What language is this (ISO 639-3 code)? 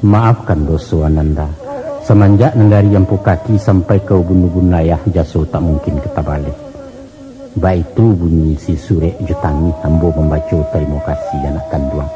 min